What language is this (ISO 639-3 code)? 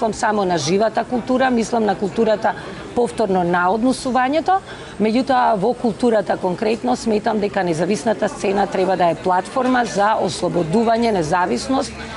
mkd